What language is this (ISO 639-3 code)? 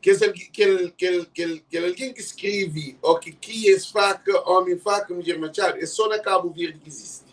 kea